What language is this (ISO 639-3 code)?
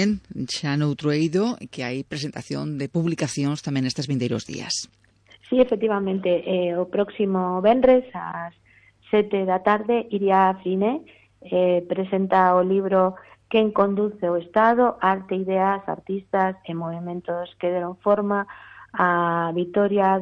glg